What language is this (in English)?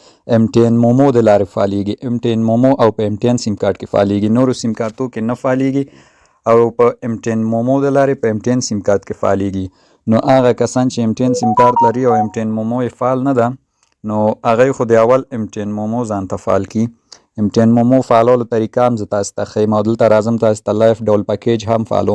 Pashto